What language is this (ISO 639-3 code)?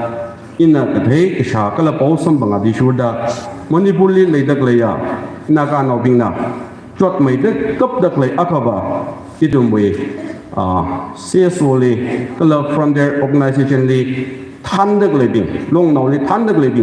nmf